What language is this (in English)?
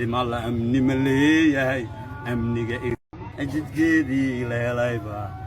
Somali